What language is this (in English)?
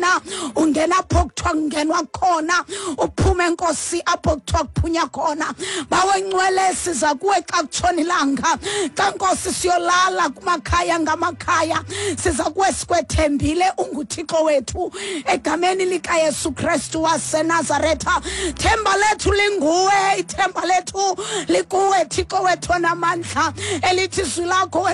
Xhosa